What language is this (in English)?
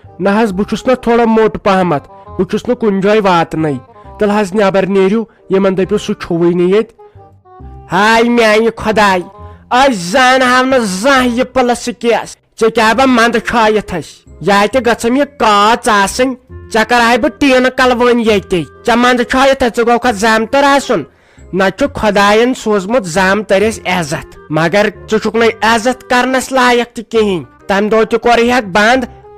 Kashmiri